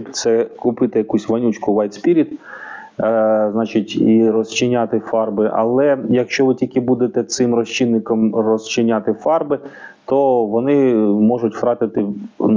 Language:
Ukrainian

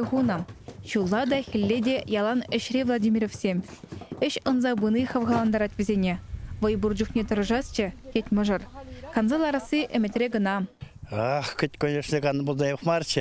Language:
Chuvash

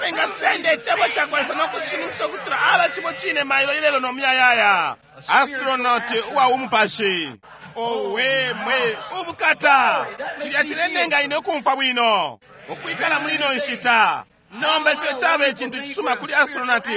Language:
Bemba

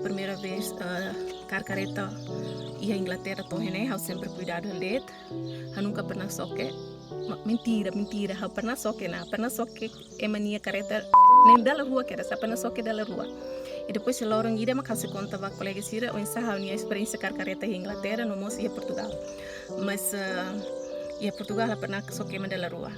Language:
Tetum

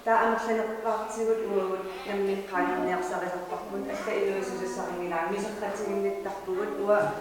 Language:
Kalaallisut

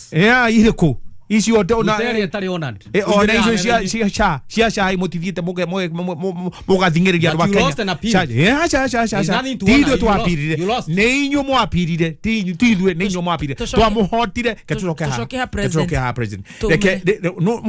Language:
Kikuyu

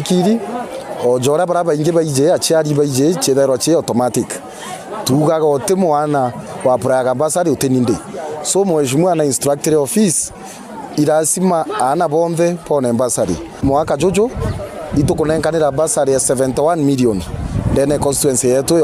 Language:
Meru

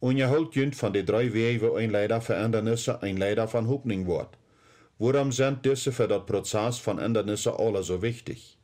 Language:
Plautdietsch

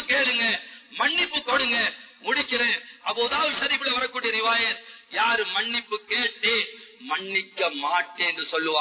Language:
Tamil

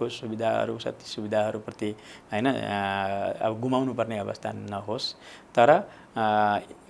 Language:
Nepali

